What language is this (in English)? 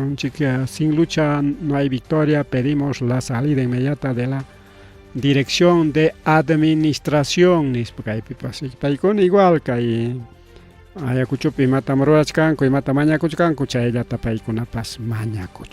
Ayacucho Quechua